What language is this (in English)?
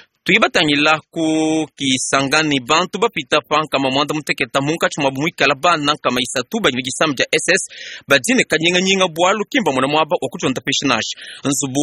Luba-Lulua